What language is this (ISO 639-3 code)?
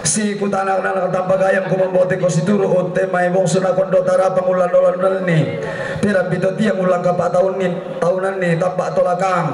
sda